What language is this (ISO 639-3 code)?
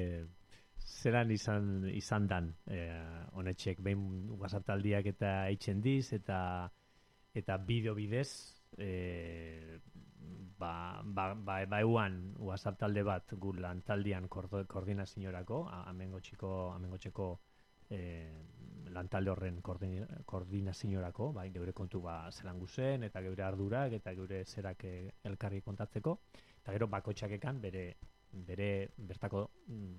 eus